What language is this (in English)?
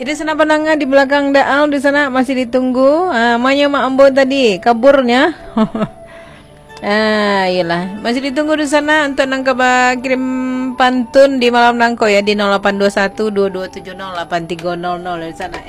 Minangkabau